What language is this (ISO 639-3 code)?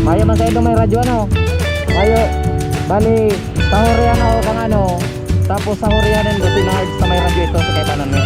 bik